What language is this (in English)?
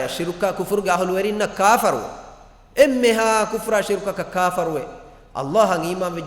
Divehi